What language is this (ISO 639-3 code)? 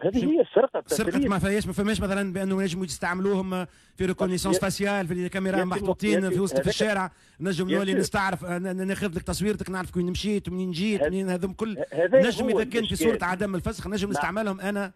aeb